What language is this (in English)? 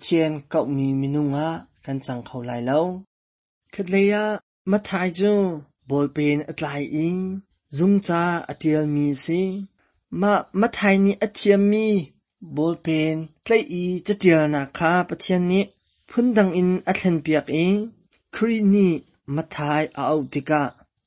Hakha Chin